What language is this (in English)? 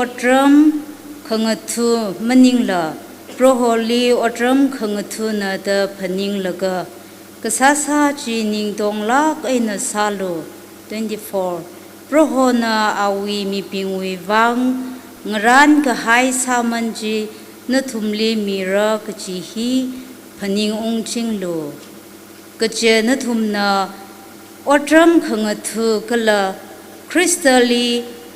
Tangkhul Naga (India)